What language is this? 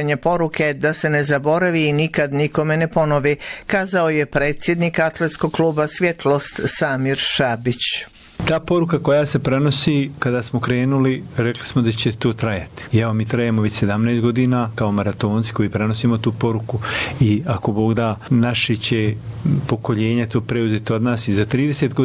Bosnian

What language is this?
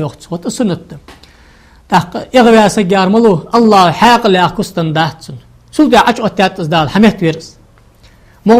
Ingush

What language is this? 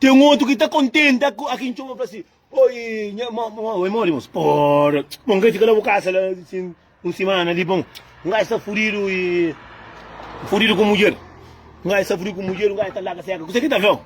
Kabuverdianu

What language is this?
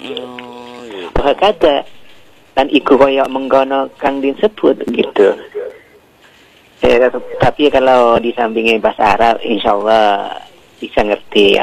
Indonesian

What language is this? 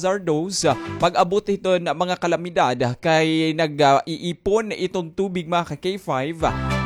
Waray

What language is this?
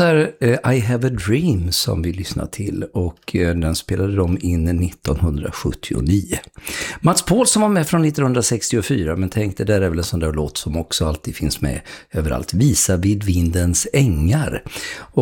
Swedish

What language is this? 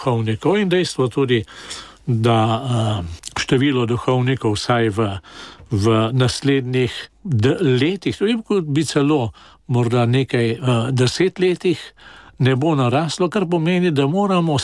Slovenian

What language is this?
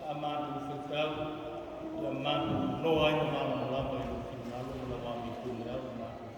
Samoan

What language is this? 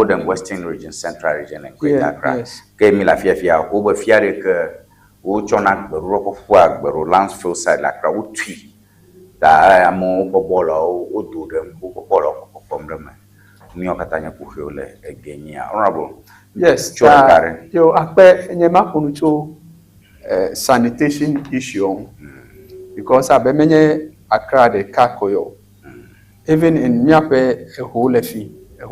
Ewe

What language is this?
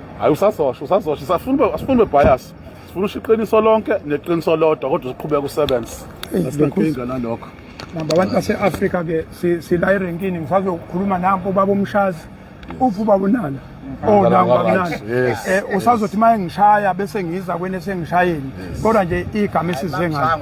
Zulu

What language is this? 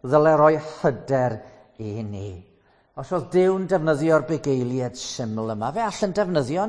Welsh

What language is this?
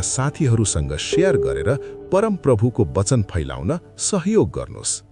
Nepali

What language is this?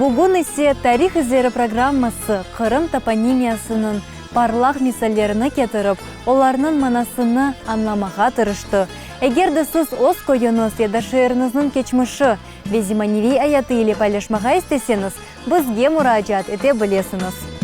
Crimean Tatar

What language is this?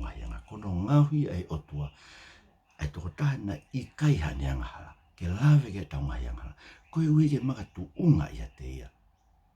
Tongan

